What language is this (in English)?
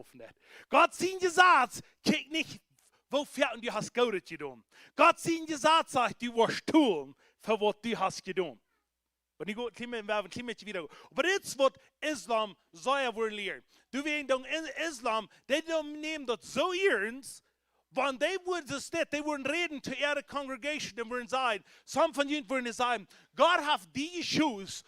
Plautdietsch